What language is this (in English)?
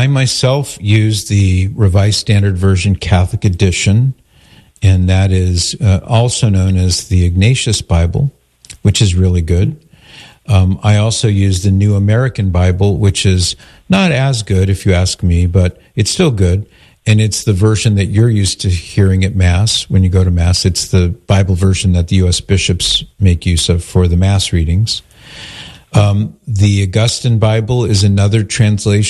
English